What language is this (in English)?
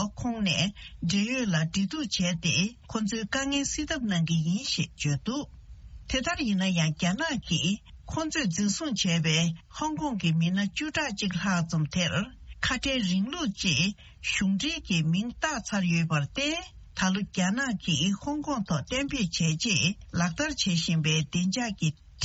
Tibetan